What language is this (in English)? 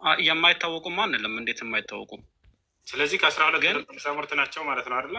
Amharic